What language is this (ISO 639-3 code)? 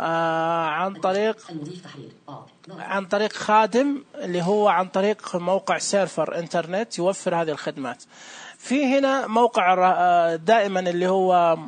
ars